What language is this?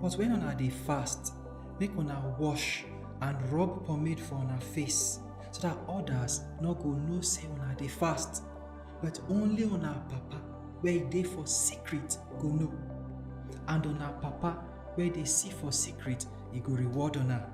Nigerian Pidgin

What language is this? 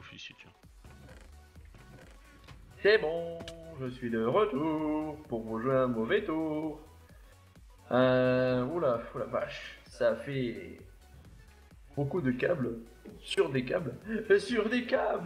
French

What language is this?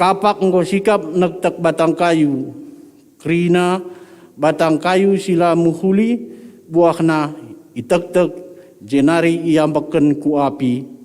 Batak Karo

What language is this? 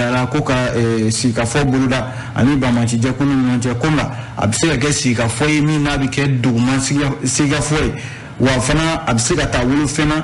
Bambara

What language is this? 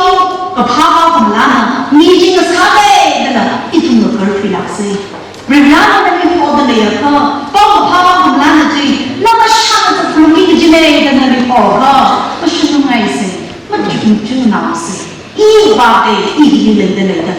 Tangkhul Naga (India)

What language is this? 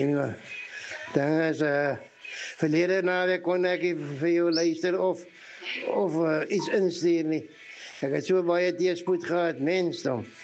Afrikaans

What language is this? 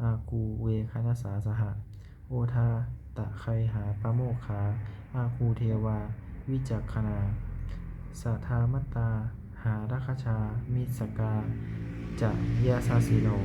Pali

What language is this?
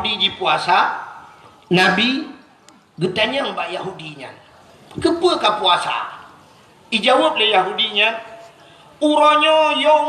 Achinese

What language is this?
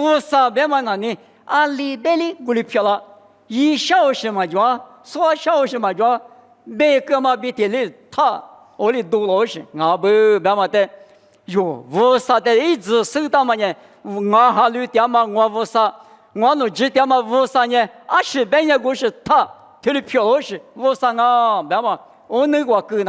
Lisu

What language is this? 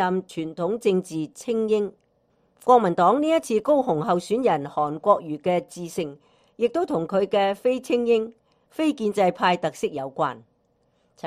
Cantonese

